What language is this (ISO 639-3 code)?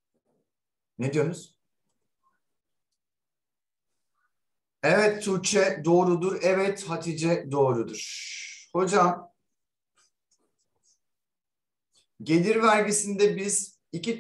tur